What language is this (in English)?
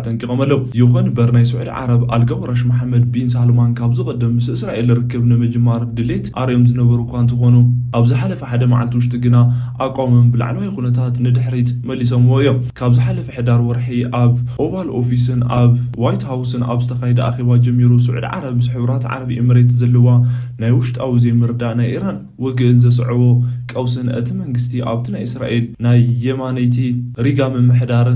Tigrinya